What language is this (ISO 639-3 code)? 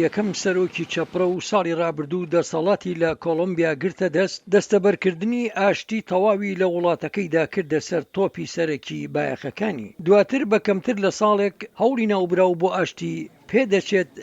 ckb